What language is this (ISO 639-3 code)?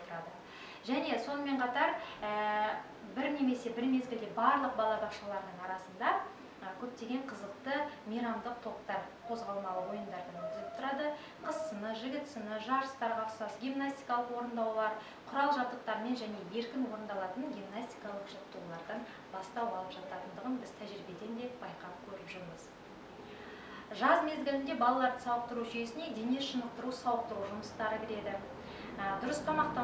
kaz